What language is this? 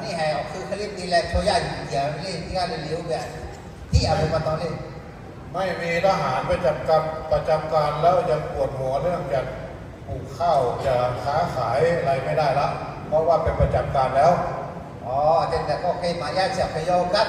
Lahu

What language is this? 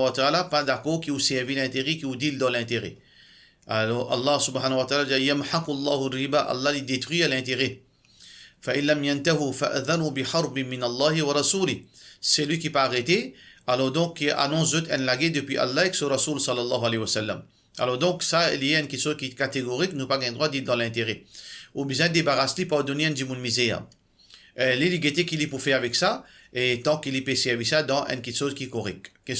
Morisyen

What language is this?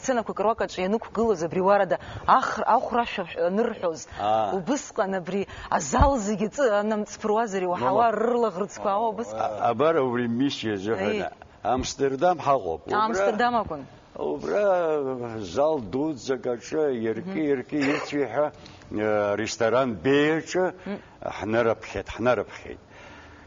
Abkhazian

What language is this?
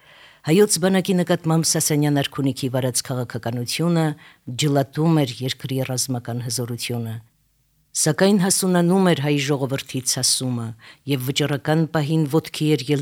Armenian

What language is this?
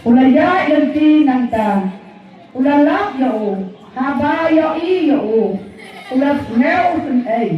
Khasi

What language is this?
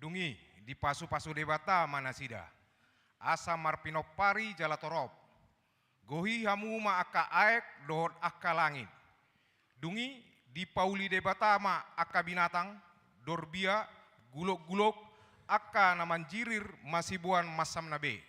Batak Toba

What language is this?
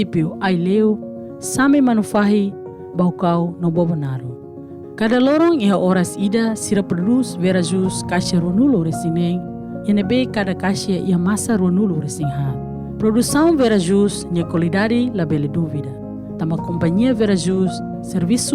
Tetum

